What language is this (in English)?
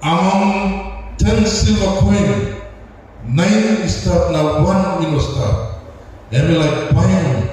Tok Pisin